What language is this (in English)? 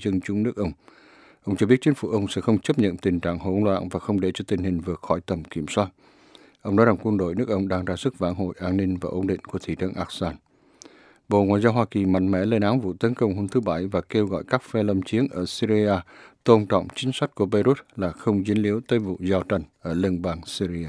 Vietnamese